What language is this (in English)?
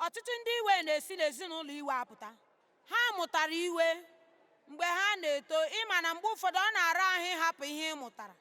Igbo